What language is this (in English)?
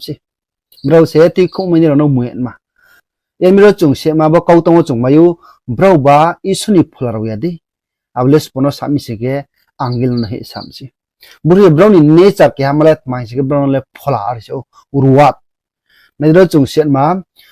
Riang (India)